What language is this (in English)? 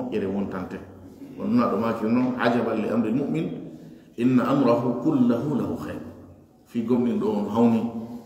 Fula